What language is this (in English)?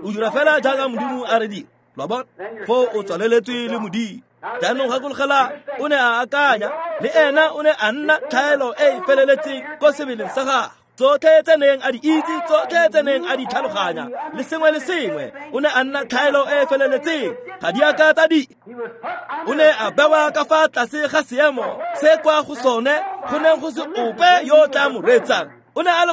Tswana